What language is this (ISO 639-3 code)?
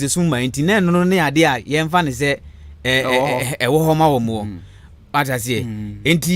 aka